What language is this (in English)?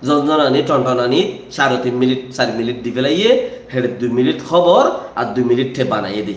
Rohingya